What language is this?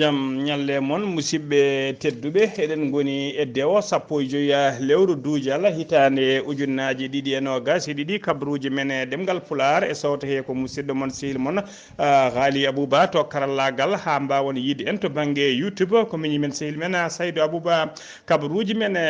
Fula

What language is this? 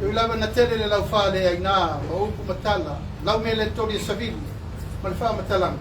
Samoan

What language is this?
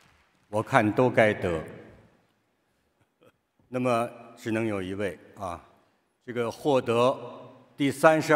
Chinese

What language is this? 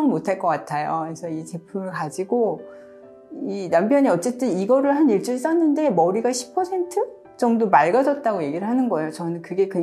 Korean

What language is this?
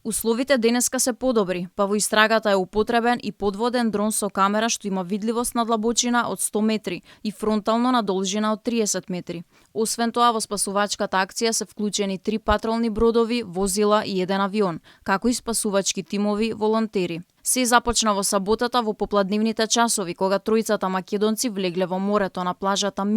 Macedonian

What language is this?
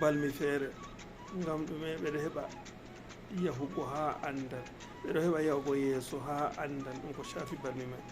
Fula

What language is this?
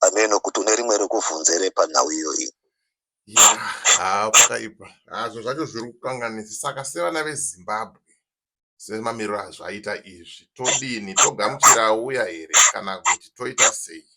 Shona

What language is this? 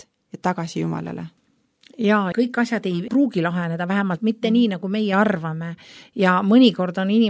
Estonian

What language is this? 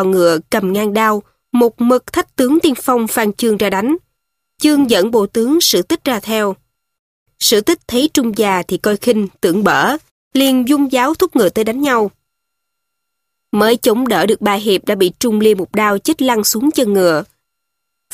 Vietnamese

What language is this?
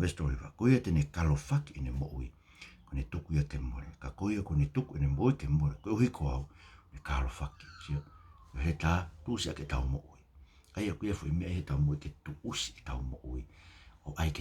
Tongan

